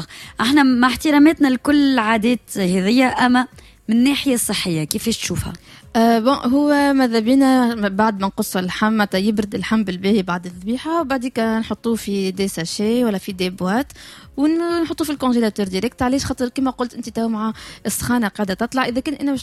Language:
Tunisian Arabic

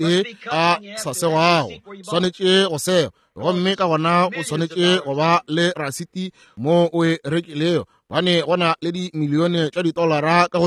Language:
Northern Sotho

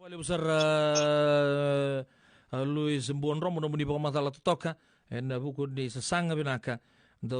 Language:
Fijian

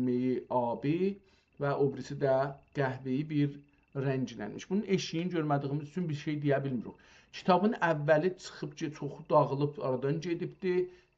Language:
South Azerbaijani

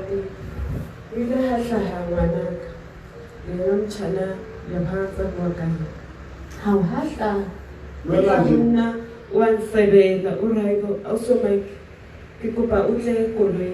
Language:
Southern Sotho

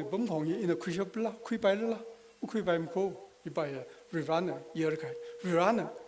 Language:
Tangkhul Naga (India)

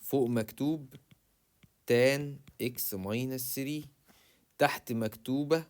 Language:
Egyptian Arabic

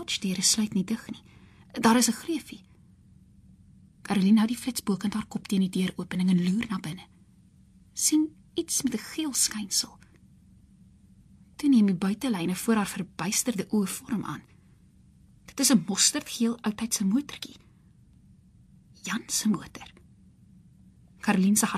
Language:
Afrikaans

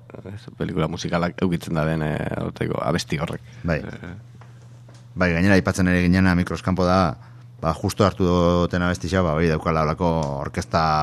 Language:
Basque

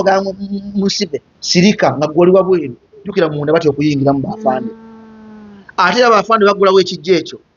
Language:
Ganda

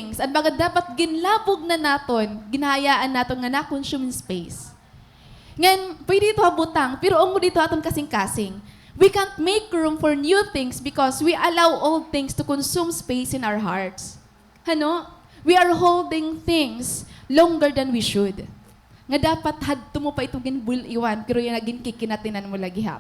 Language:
Waray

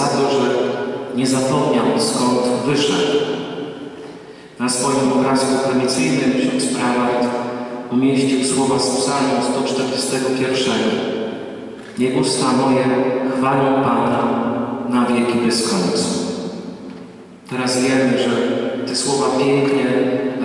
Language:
Polish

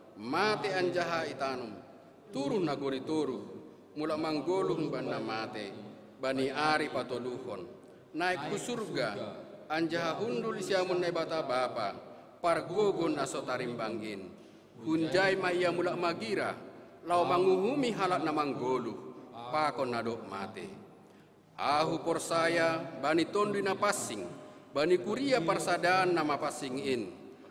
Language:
Batak Simalungun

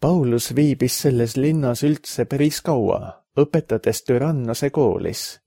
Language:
Estonian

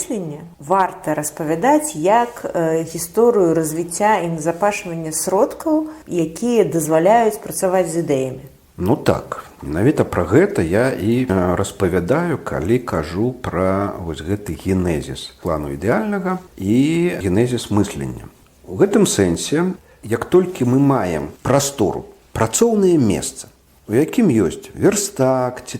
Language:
Belarusian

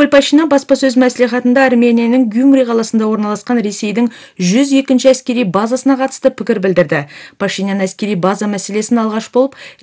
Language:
Kazakh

